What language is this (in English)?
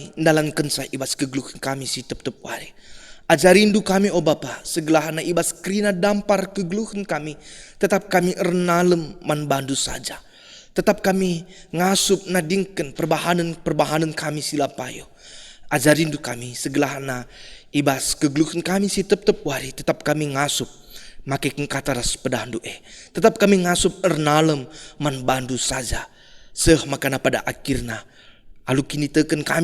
Batak Karo